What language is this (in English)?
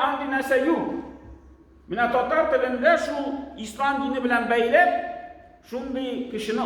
Tatar